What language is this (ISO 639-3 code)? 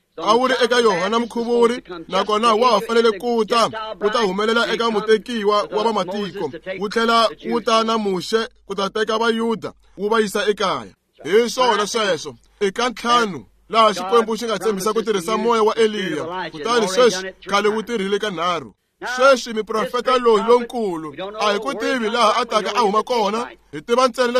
tso